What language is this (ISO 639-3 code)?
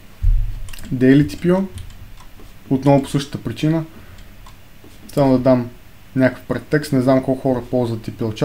bul